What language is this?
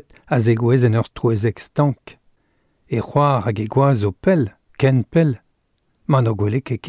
Breton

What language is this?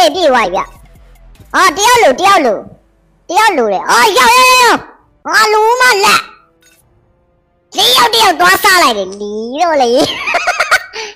Burmese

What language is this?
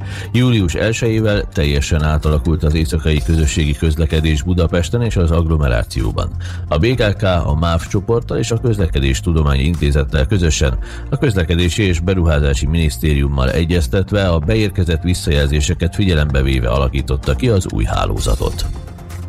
Hungarian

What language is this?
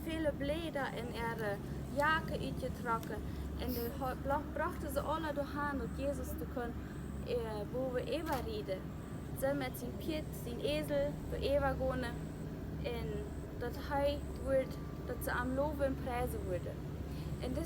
Plautdietsch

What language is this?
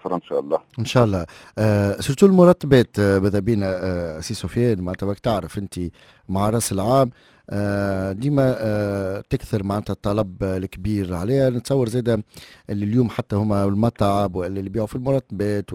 Tunisian Arabic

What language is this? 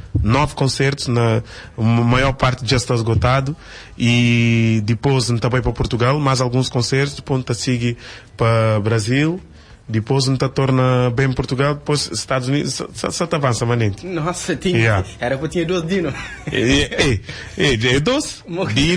Kabuverdianu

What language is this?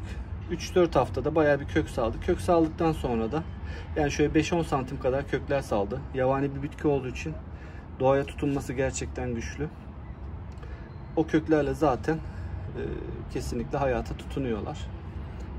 Turkish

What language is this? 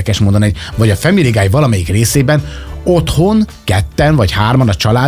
Hungarian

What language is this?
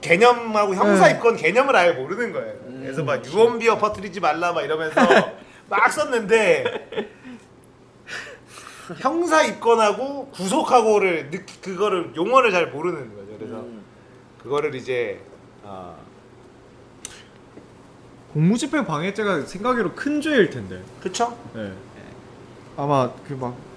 Korean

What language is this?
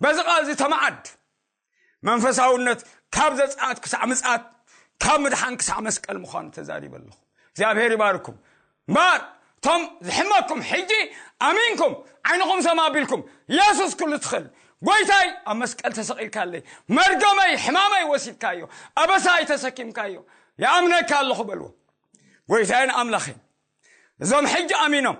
Tigrinya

